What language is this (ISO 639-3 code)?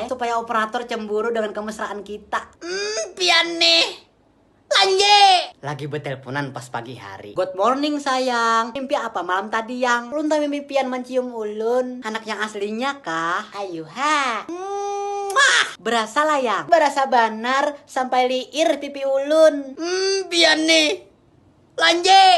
bjn